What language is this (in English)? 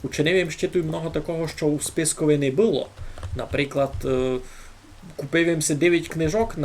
Rusyn